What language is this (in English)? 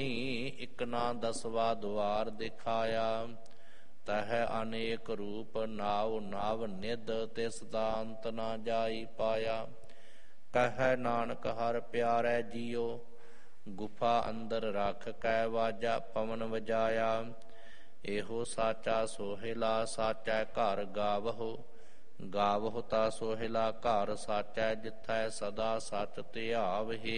Punjabi